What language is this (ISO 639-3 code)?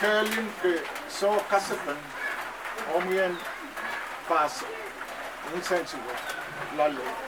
pon